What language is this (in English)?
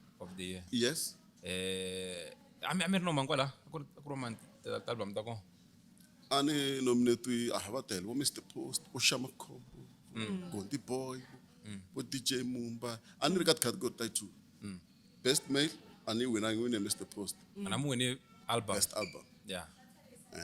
Tsonga